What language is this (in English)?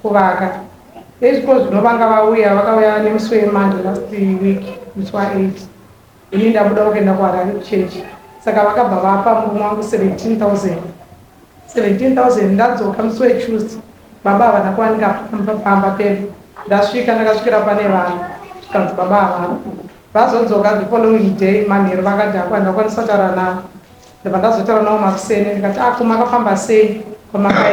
Shona